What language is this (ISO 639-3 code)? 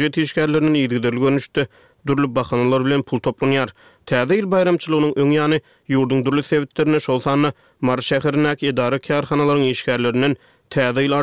tuk